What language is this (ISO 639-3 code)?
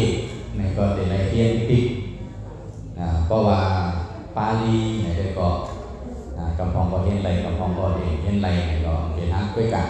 shn